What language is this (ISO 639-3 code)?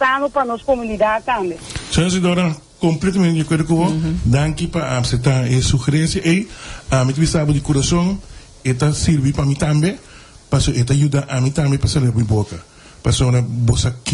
pap